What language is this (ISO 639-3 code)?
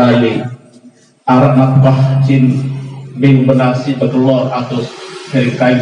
sas